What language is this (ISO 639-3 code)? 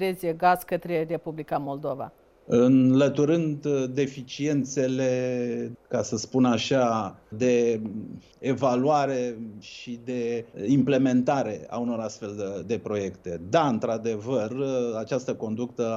ron